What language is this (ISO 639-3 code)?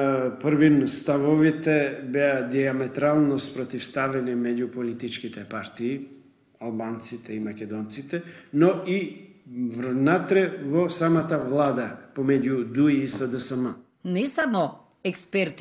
mkd